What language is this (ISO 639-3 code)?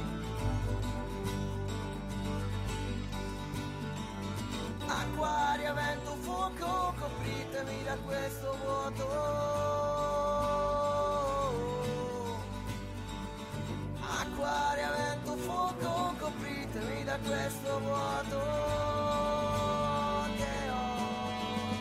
ita